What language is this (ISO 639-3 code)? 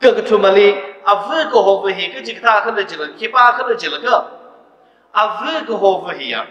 nmf